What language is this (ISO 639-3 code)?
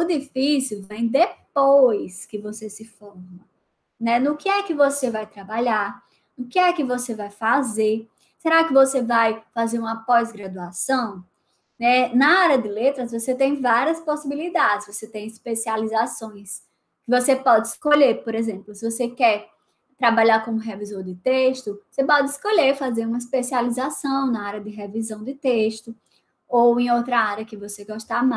por